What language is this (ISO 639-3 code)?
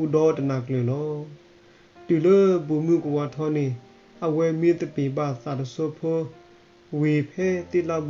ksw